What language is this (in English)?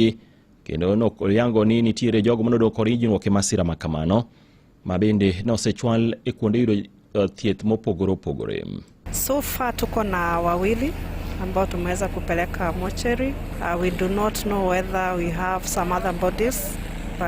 Luo (Kenya and Tanzania)